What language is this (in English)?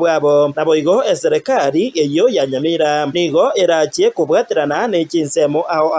Gusii